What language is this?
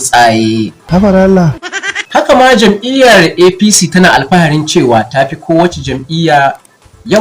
Hausa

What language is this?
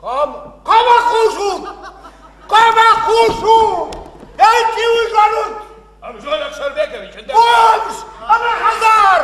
Ossetic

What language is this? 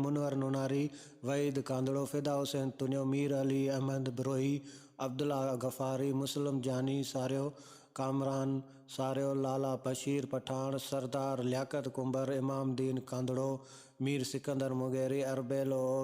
Sindhi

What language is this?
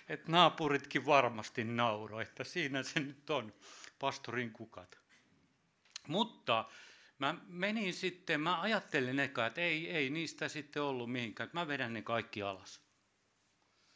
Finnish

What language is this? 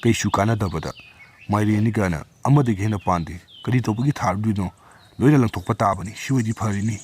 Manipuri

